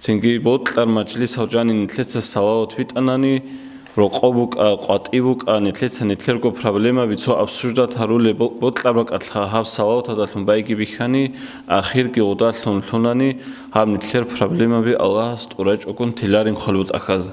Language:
Avaric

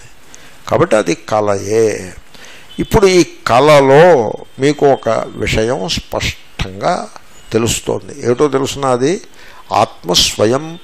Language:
Telugu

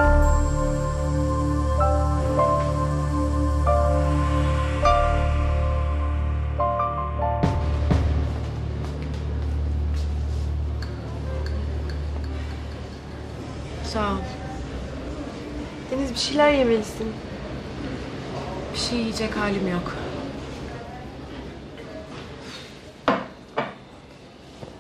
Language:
Turkish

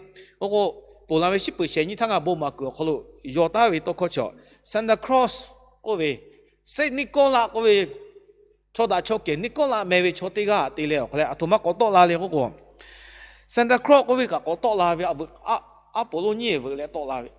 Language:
Lahu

